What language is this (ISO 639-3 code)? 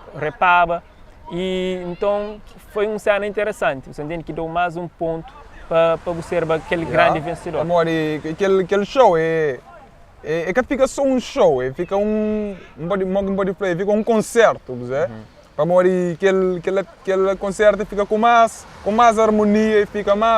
kea